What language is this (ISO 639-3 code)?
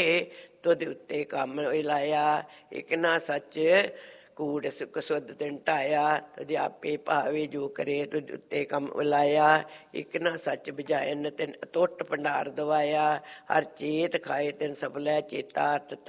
pan